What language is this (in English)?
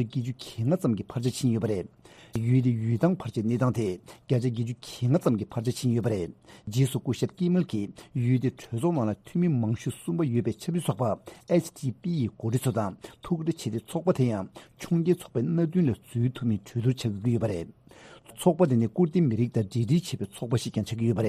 Tibetan